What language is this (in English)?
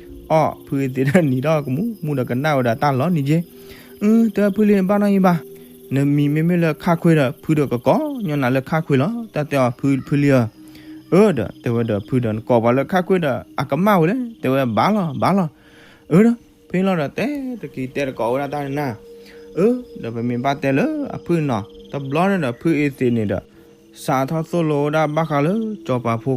S'gaw Karen